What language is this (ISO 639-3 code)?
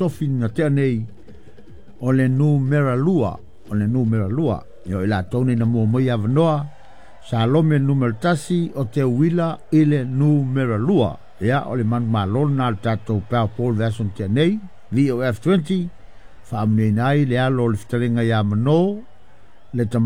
smo